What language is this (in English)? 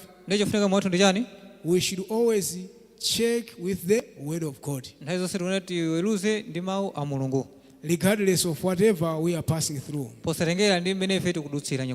Nyanja